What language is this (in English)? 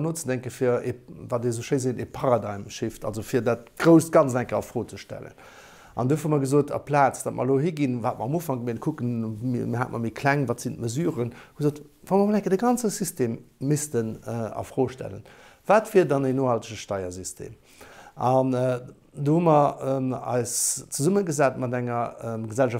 Luxembourgish